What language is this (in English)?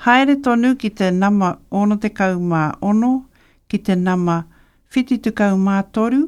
Māori